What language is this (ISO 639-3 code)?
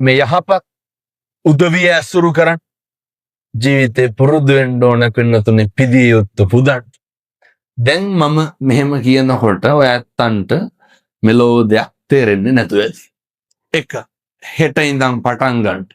sin